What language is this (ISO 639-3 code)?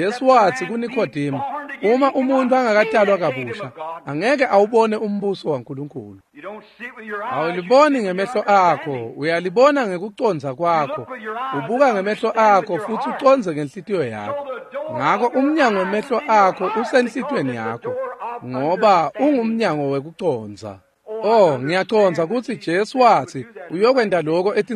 ssw